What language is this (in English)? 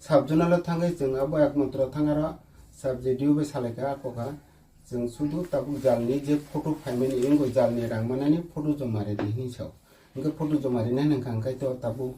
Kok Borok